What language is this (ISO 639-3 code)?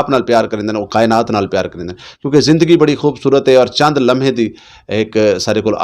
skr